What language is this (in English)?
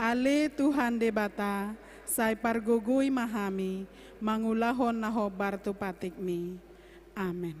Batak Toba